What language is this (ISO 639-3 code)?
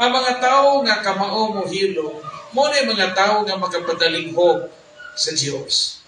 ceb